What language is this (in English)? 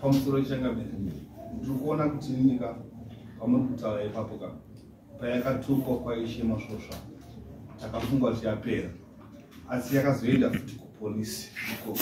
Shona